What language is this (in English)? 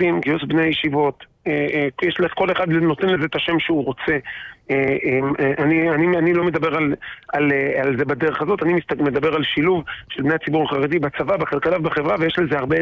Hebrew